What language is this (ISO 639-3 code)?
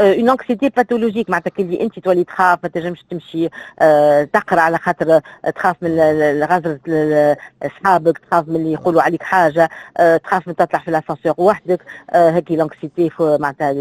aeb